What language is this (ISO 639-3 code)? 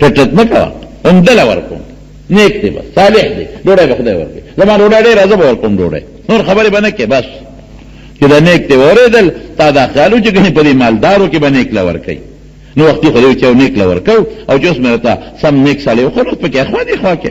pus